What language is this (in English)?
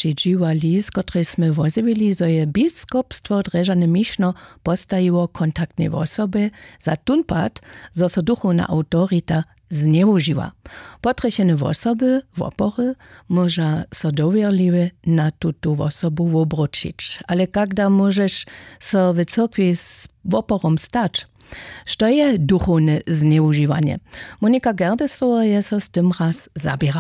Upper Sorbian